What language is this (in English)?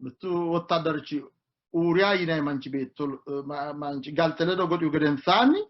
Sidamo